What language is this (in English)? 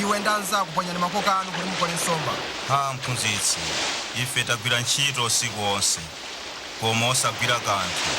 Nyanja